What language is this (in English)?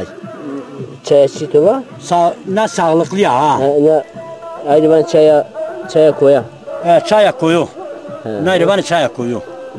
Zaza